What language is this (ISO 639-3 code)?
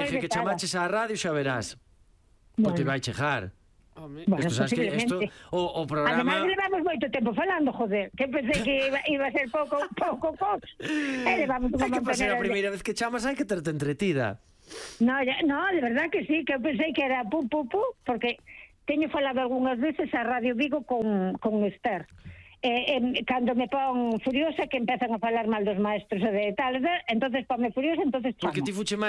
glg